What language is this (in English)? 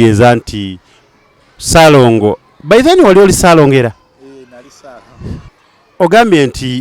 Ganda